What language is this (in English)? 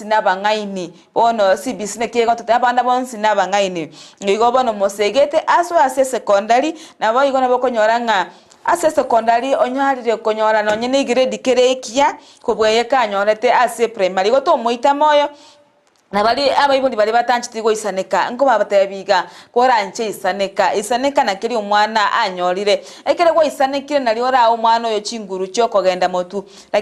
Gusii